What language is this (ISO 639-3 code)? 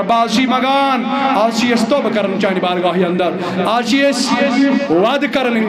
kas